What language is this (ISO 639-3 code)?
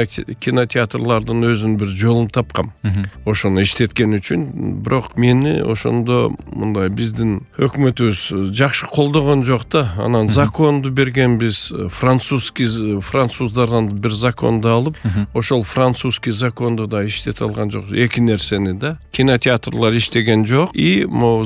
kir